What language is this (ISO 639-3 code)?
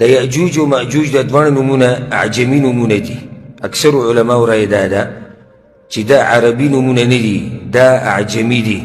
pus